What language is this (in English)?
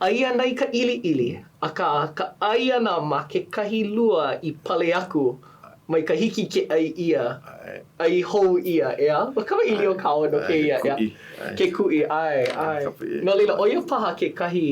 Hawaiian